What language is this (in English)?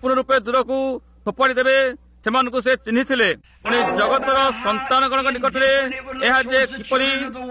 Odia